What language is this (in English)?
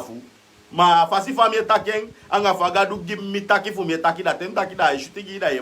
Sranan Tongo